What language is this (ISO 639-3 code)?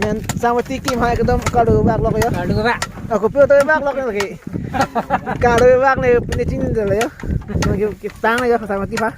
mjw